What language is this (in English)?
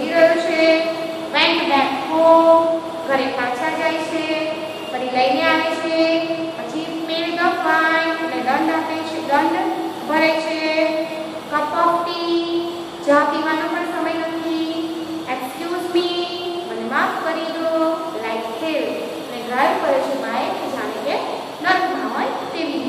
Gujarati